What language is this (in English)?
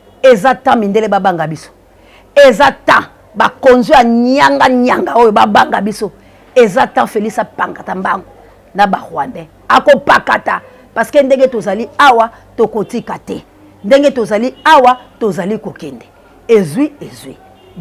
Lingala